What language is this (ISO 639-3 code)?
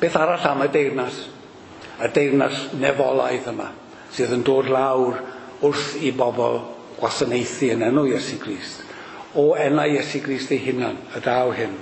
cym